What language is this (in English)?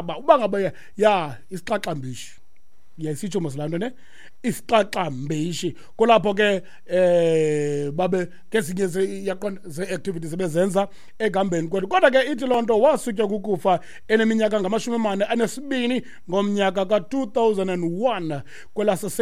Xhosa